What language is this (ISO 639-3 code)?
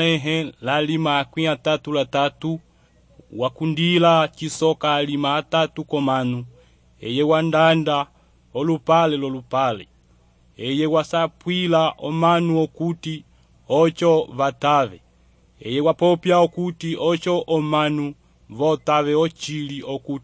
umb